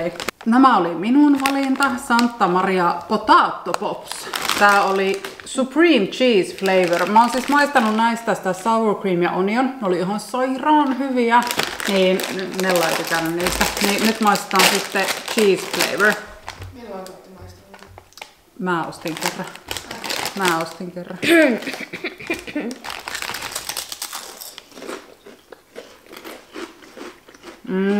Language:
Finnish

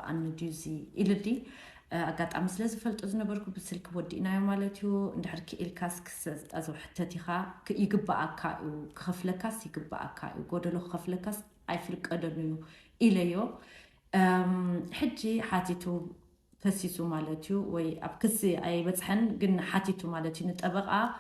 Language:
Tigrinya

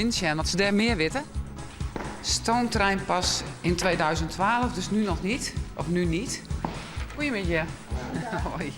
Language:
Western Frisian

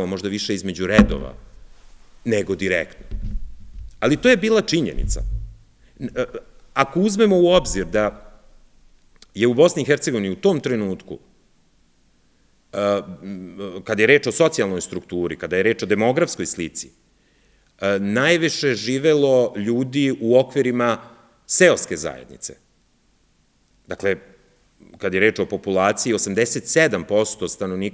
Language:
Serbian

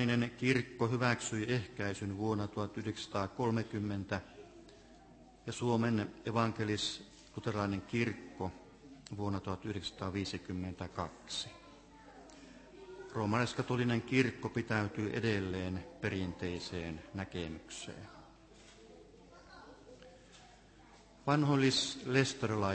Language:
Finnish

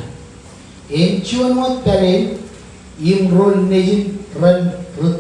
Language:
Marshallese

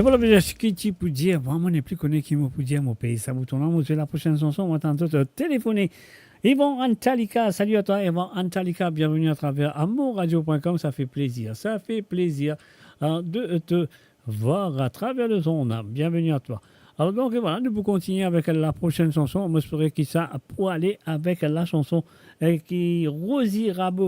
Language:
Morisyen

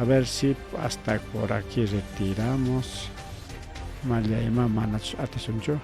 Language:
Ayacucho Quechua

